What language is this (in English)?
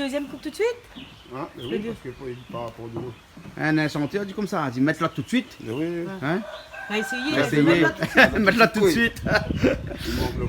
Réunion Creole French